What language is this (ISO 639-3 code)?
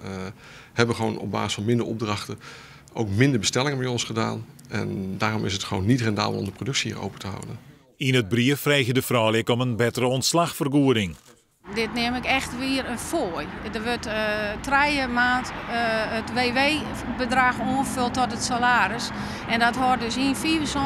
fry